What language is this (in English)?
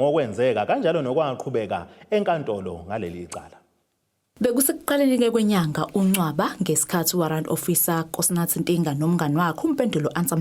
Zulu